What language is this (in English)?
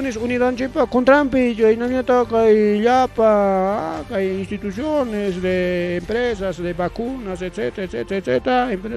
Ayacucho Quechua